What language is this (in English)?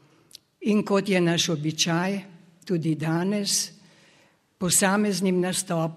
Slovenian